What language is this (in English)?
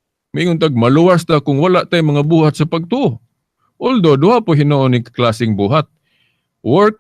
Cebuano